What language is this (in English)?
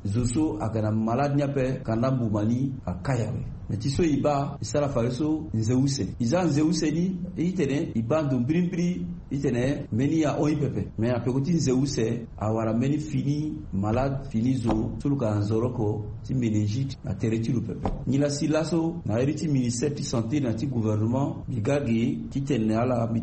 Sango